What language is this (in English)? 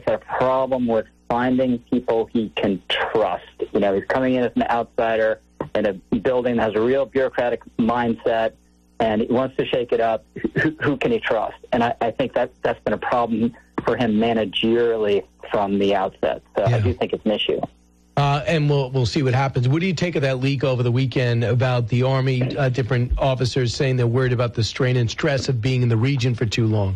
English